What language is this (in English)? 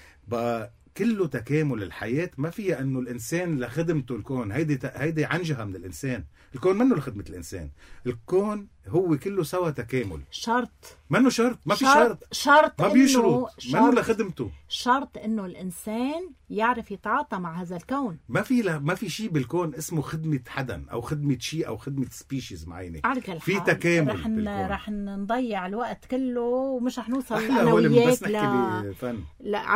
North Levantine Arabic